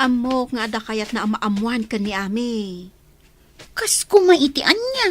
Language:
Iloko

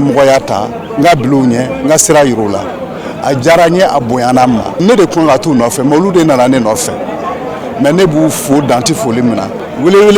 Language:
Bambara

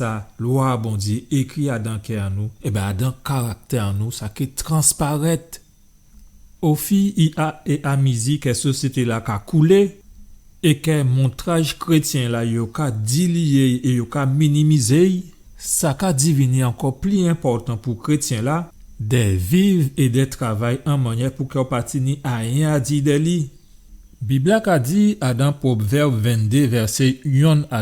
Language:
Guadeloupean Creole French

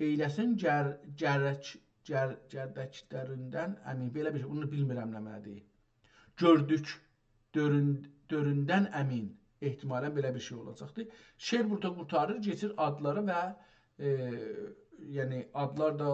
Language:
South Azerbaijani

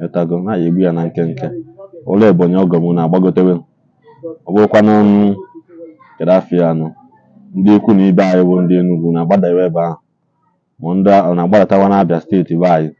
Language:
Igbo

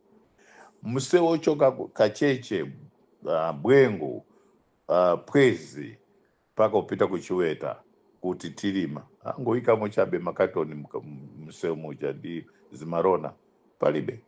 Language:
Nyanja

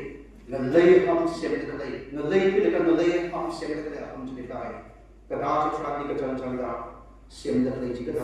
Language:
Tangkhul Naga (India)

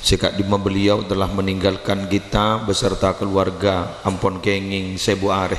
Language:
Madurese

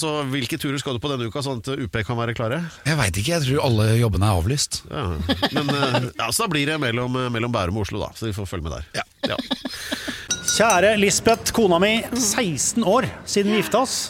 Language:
Norwegian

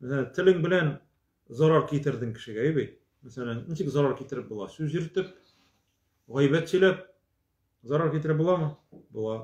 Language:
Tatar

